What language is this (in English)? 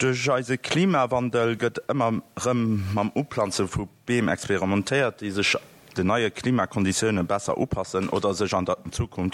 Luxembourgish